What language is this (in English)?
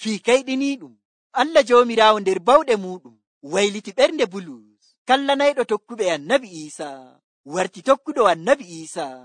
Nigerian Fulfulde